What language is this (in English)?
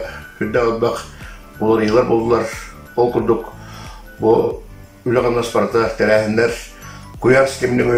Yakut